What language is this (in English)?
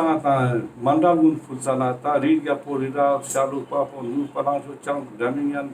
Ladakhi